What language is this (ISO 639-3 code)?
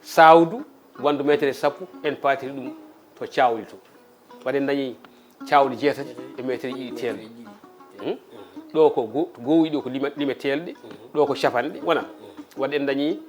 ful